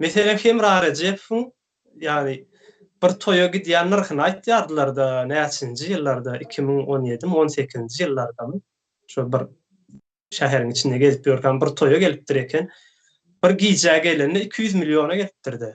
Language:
Turkmen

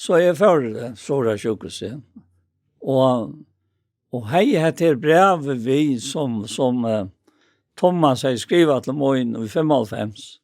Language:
Faroese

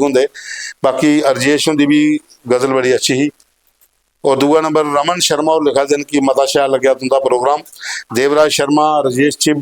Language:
Dogri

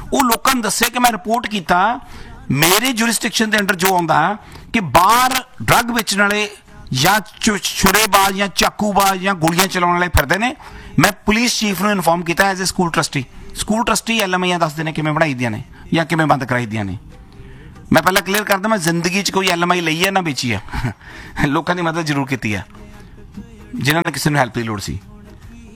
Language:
Punjabi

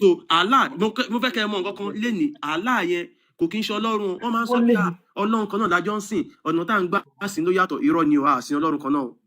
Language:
Yoruba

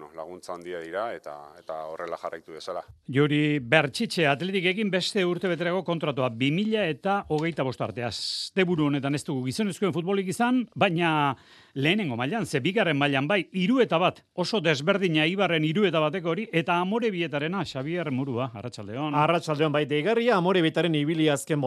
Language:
Basque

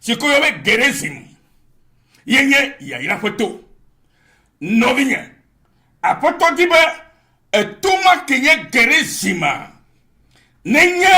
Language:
Ewe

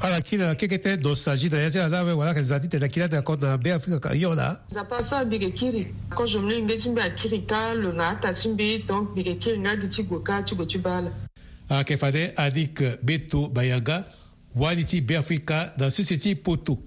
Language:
Sango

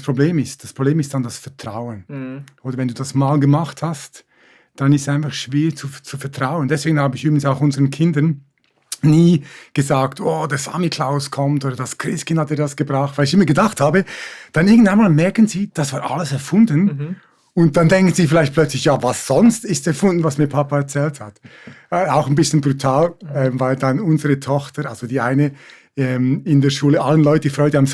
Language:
Swiss German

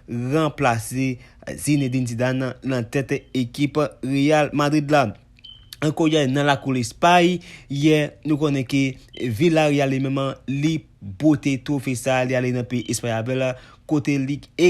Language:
Haitian Creole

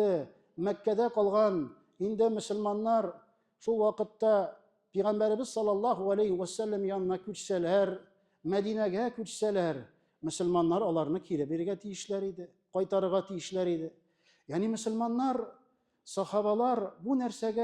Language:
Tatar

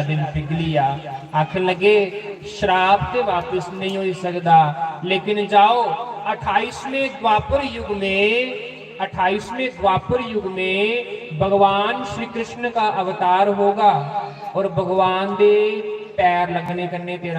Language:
Dogri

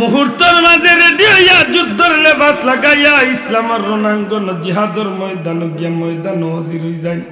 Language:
Sylheti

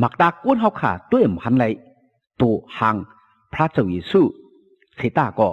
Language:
Shan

